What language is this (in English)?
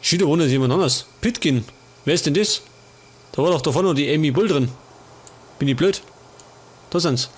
Bavarian